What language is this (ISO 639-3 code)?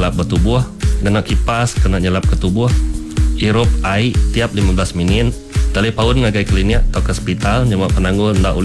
iba